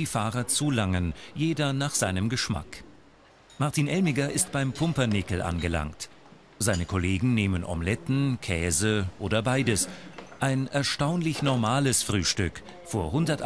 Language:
Swiss German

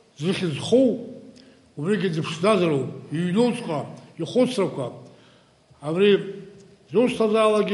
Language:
Abkhazian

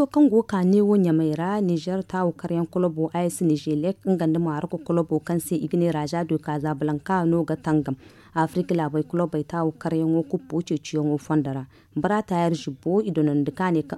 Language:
Zarma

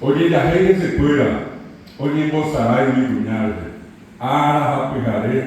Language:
Guarani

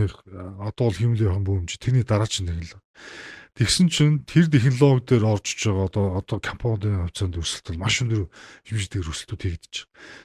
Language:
Mongolian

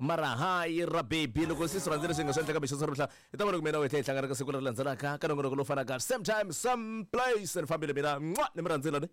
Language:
Tsonga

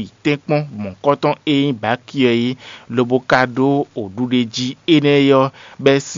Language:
Fon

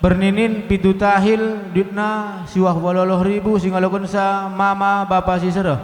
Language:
Batak Karo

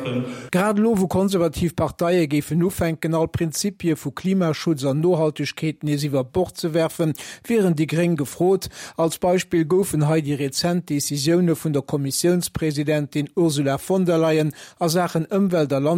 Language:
Luxembourgish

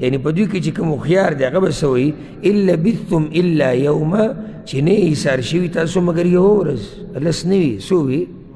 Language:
Pashto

